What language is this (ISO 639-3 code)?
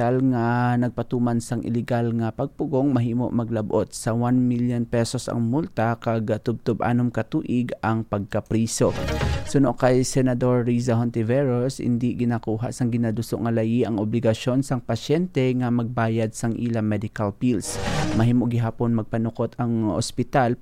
hil